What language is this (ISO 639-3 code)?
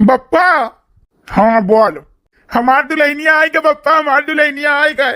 awa